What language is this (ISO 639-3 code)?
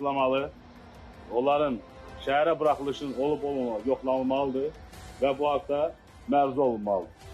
aze